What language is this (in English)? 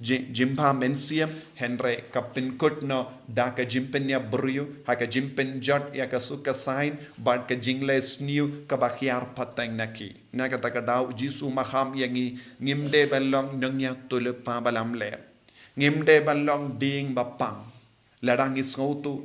Khasi